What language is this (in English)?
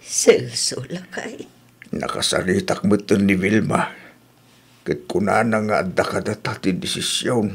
Iloko